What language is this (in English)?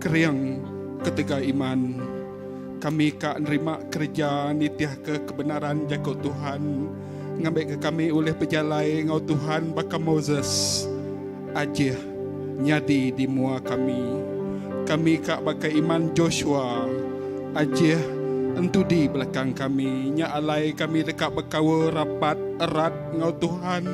Iban